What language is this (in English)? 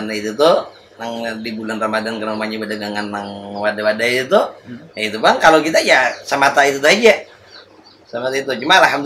Banjar